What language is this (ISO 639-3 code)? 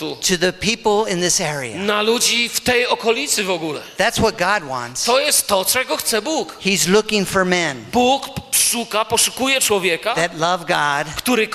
pol